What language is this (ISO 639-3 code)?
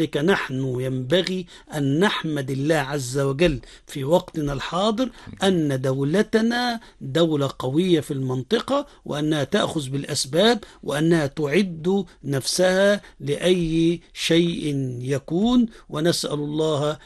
ara